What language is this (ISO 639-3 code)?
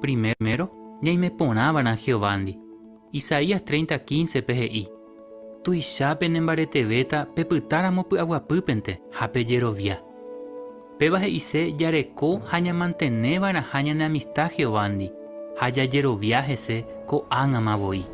grn